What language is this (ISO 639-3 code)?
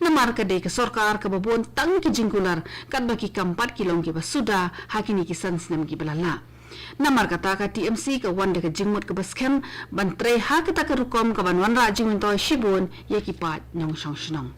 kha